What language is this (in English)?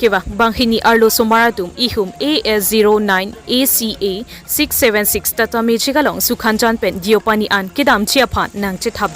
Karbi